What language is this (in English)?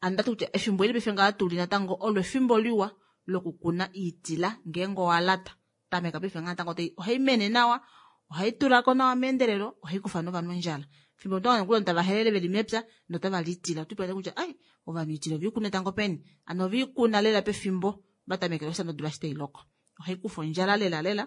Kuanyama